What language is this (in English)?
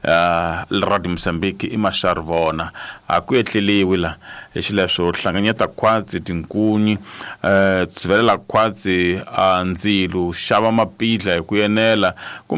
Tsonga